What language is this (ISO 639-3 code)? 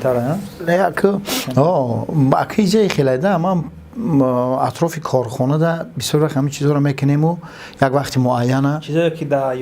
tgk